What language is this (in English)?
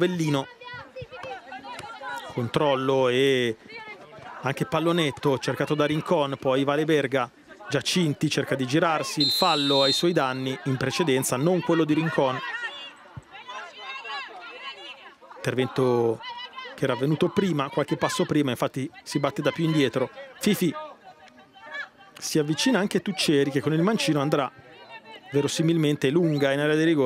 Italian